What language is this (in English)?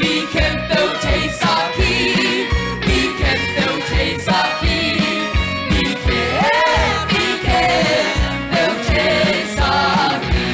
Tedim Chin